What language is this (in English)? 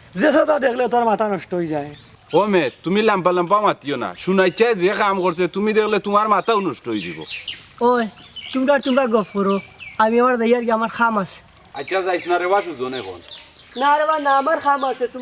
Sylheti